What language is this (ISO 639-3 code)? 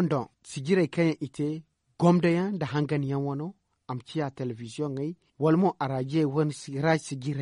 dje